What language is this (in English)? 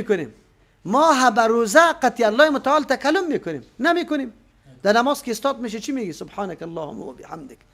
Persian